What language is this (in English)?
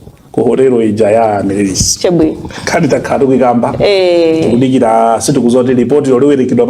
Nyanja